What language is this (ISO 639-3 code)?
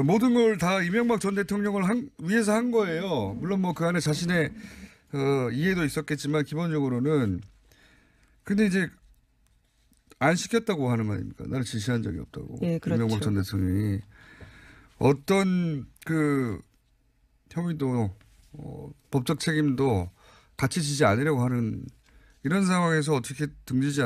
kor